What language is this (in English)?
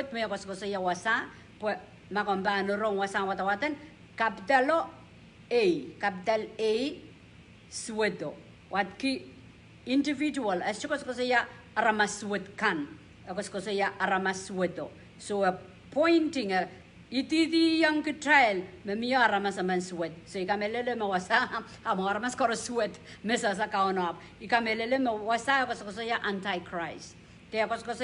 Pohnpeian